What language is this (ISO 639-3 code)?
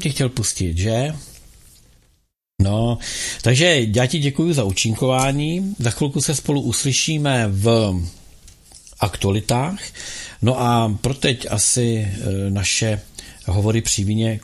ces